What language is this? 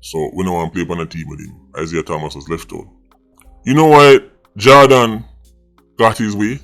Jamaican Creole English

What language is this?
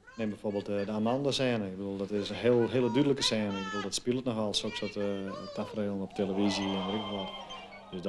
Western Frisian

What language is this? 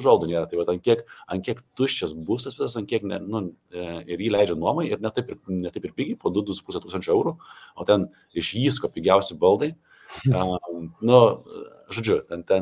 Lithuanian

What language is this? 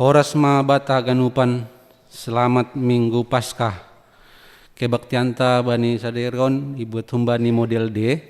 Batak Simalungun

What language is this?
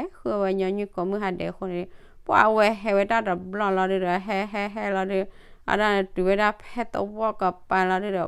S'gaw Karen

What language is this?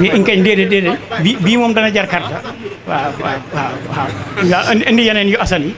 Wolof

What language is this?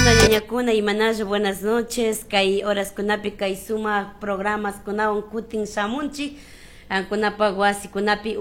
Chimborazo Highland Quichua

